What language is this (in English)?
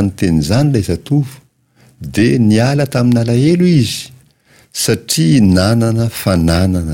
Malagasy